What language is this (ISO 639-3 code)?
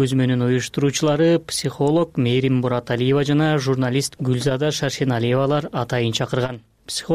kir